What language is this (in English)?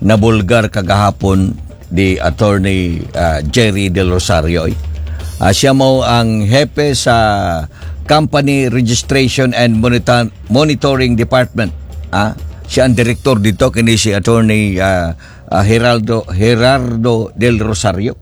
Cebuano